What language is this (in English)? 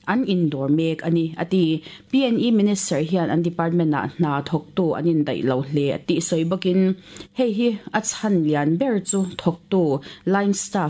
Mizo